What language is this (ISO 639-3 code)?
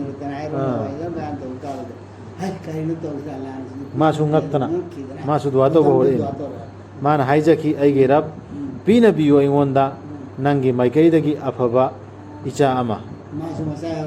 mni